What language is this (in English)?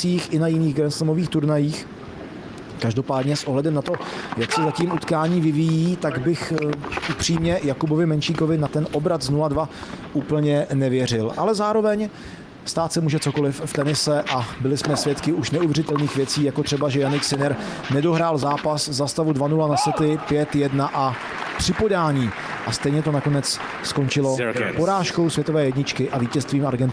Czech